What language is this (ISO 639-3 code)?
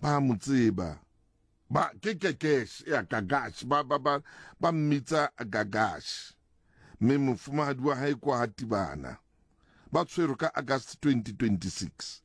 sot